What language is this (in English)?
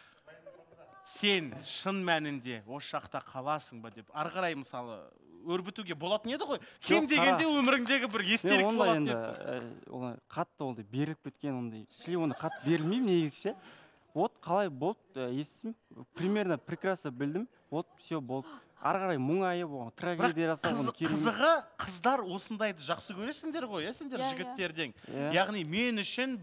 Kazakh